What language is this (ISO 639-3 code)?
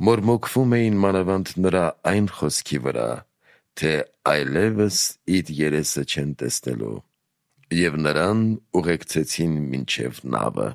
hye